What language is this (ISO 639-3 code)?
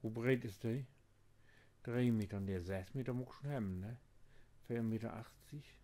nds